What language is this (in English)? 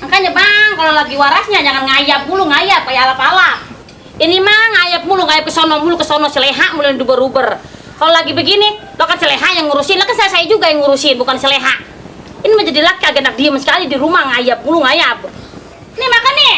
Betawi